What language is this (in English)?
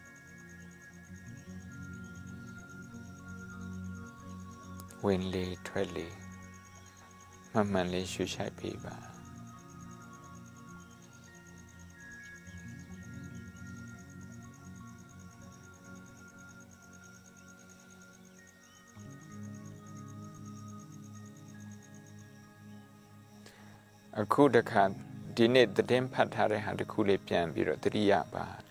Burmese